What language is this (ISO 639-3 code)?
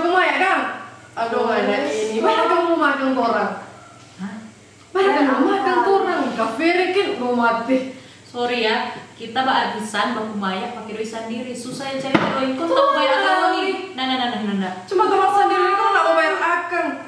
xmm